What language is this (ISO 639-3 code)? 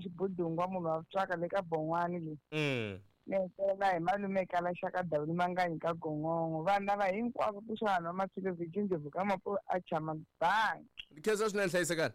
tso